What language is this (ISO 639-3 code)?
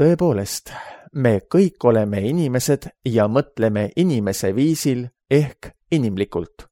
est